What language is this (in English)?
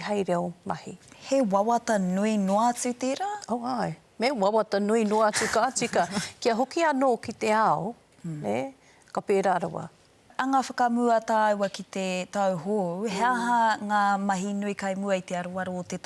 Māori